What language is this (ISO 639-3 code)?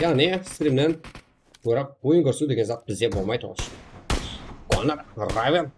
kaa